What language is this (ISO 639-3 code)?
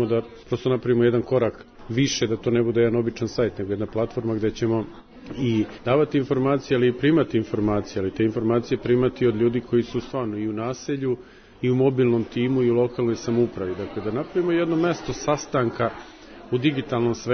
srp